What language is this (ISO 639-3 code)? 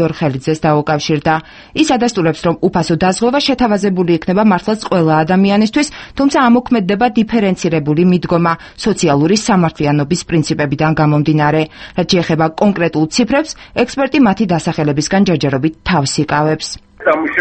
kat